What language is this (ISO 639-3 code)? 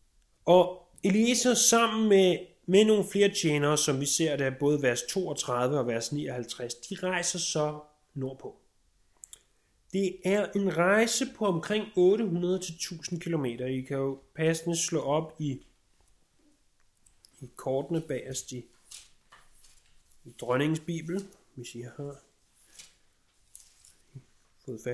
dan